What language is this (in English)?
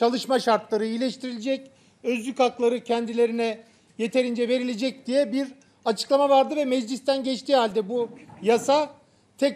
Turkish